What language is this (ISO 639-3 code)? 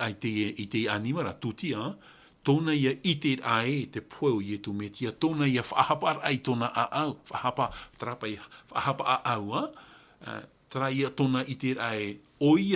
tah